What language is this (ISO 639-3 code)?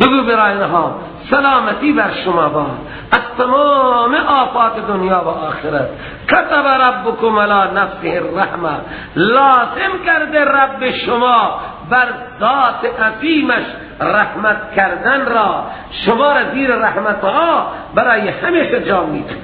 fas